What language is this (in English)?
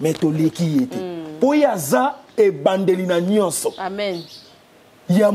Lingala